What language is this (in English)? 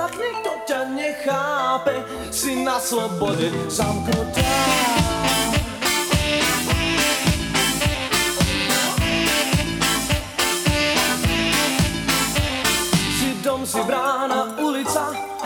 Slovak